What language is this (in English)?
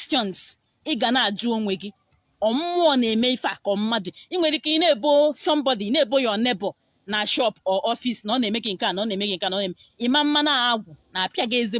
Igbo